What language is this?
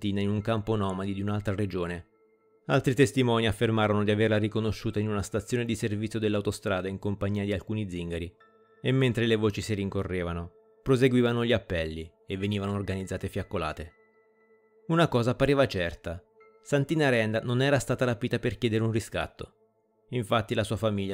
Italian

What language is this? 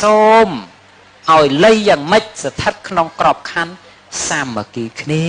Khmer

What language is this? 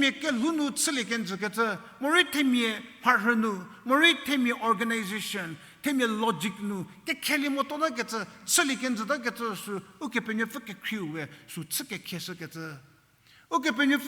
Angami Naga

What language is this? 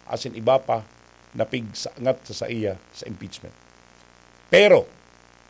Bikol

